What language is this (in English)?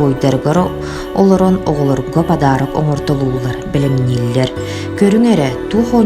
Yakut